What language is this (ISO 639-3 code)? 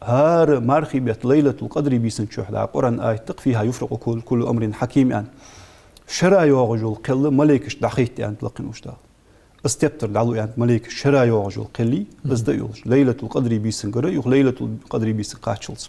inh